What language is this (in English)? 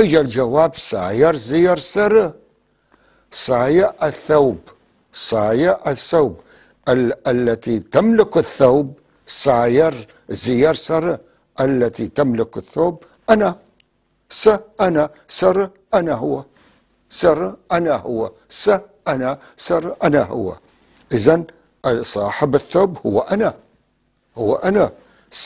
North Levantine Arabic